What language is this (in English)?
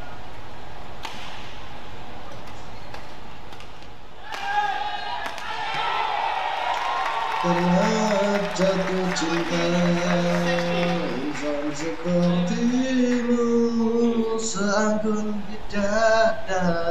Indonesian